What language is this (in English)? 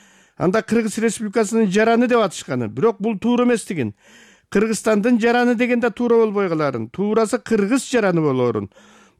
Kyrgyz